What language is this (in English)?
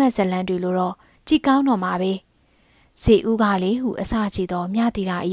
Burmese